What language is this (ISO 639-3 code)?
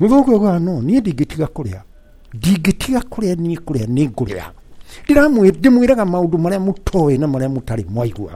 kik